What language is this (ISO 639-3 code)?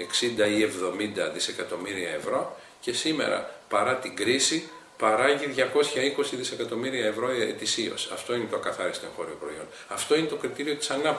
ell